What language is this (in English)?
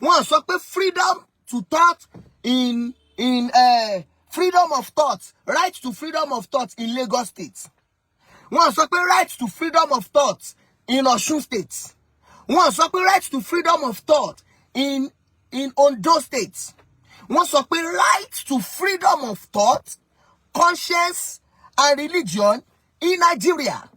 Yoruba